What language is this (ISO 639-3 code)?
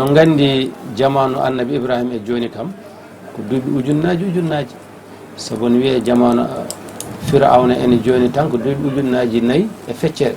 ful